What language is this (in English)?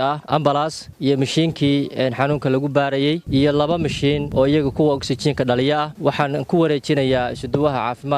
Somali